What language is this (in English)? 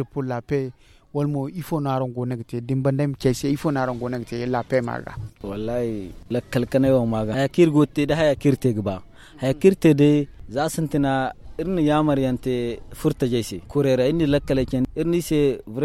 Zarma